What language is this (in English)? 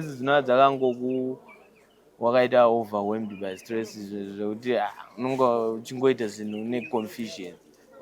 Shona